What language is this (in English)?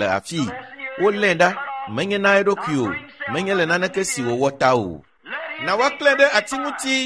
Ewe